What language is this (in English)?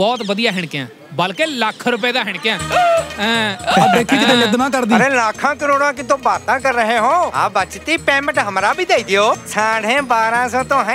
Punjabi